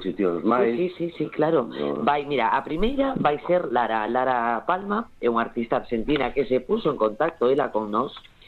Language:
Galician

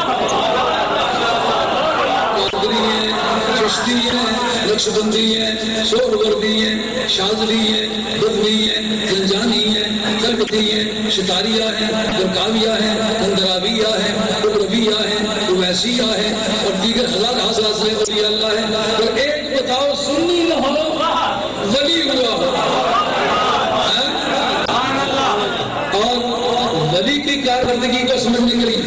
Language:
Urdu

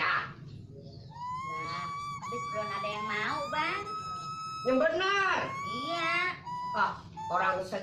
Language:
Betawi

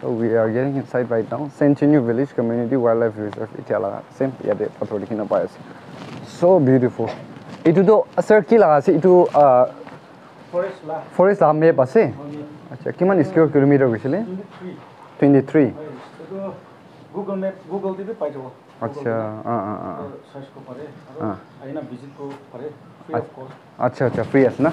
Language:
Naga Pidgin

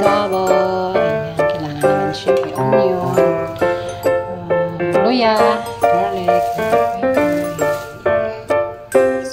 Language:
Filipino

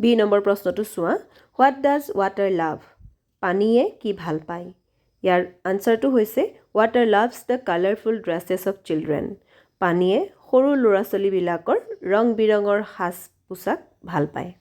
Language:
Assamese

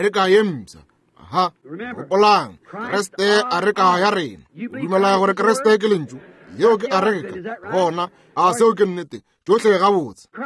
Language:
Northern Sotho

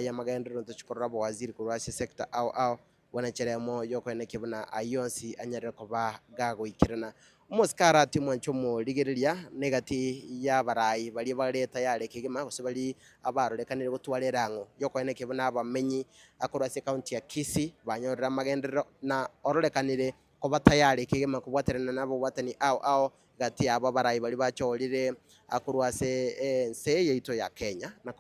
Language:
Gusii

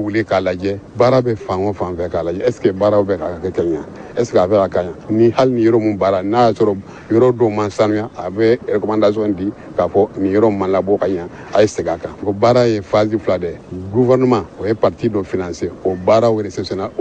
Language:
Bambara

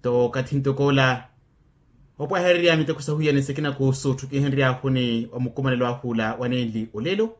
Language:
Makhuwa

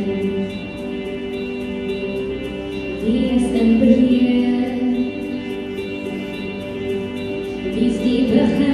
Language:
Afrikaans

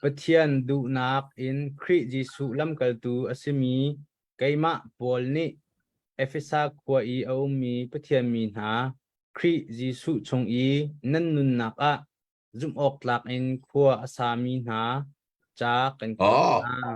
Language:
Hakha Chin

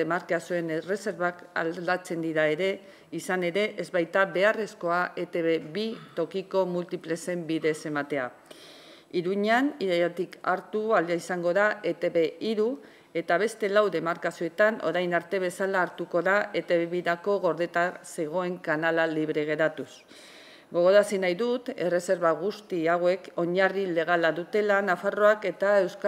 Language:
Basque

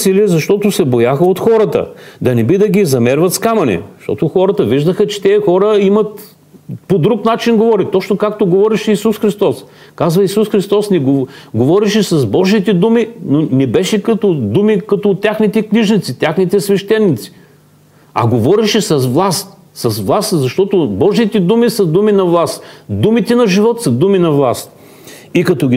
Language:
Bulgarian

